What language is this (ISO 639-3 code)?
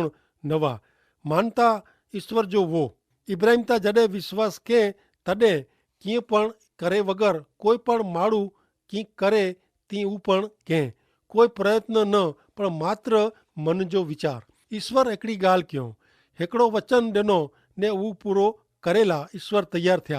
kfr